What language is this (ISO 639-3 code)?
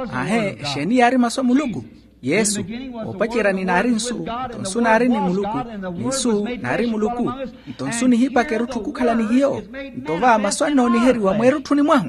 vmw